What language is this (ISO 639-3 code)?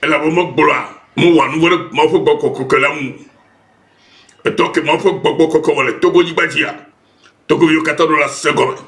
ewe